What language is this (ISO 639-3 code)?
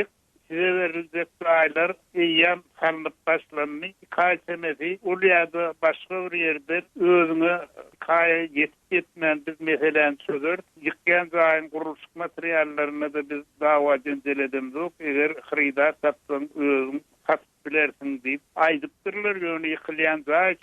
tuk